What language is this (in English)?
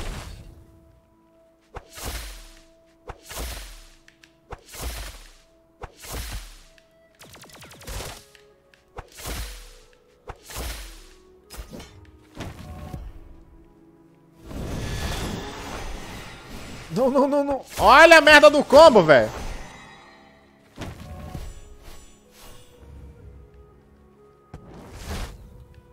Portuguese